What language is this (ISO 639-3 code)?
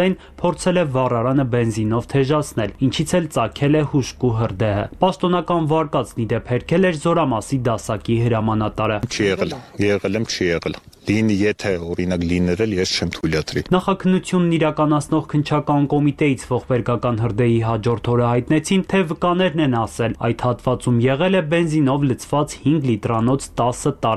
hye